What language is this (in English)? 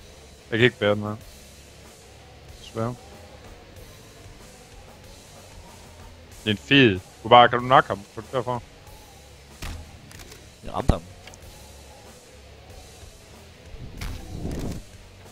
Danish